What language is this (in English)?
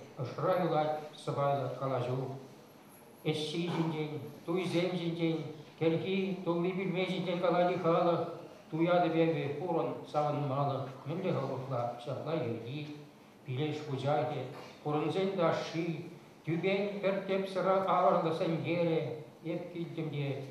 Chuvash